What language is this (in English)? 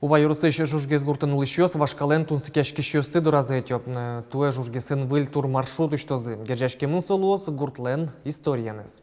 Udmurt